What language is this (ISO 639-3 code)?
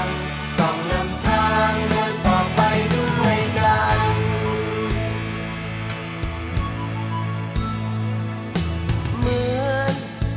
tha